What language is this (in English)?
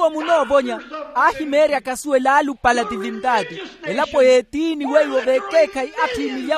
Makhuwa